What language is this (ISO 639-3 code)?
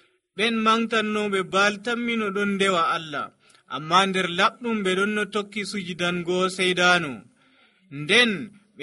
fuv